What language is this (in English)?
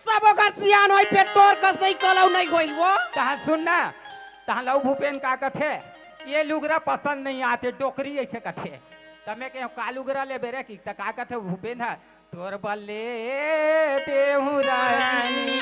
Chhattisgarhi